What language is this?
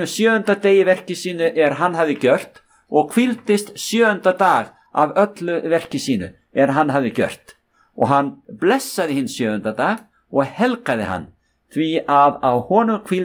Icelandic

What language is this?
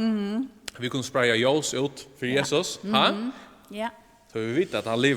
Faroese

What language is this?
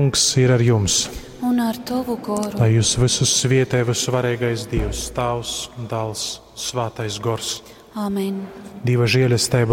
Latgalian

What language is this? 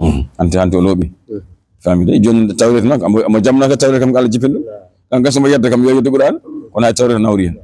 Fula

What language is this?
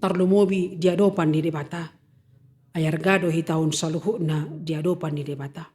Batak Toba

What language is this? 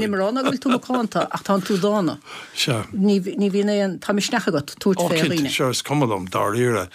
Irish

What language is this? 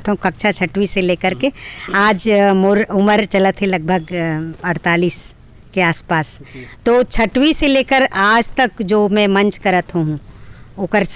Chhattisgarhi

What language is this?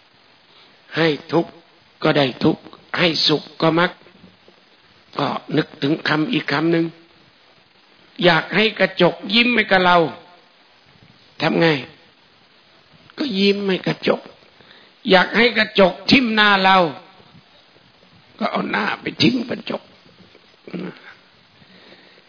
Thai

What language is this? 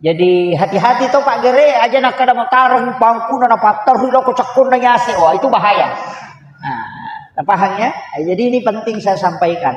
Buginese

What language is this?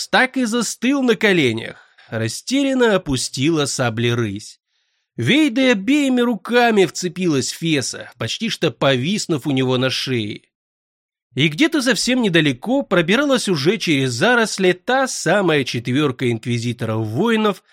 Russian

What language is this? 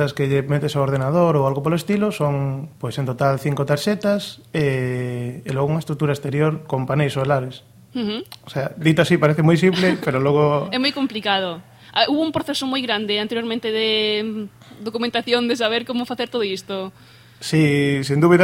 Galician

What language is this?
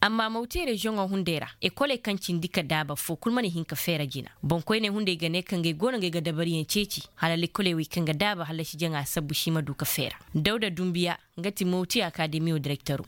Koyraboro Senni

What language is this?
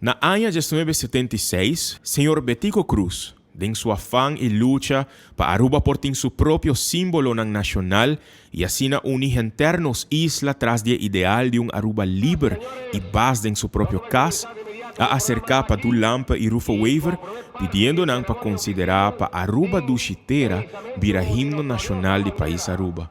Papiamento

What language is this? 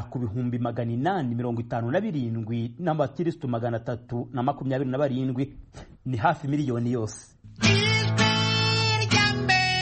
Kinyarwanda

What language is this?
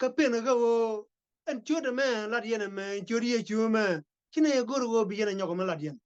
Nuer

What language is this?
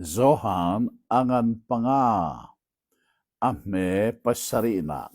Hakha Chin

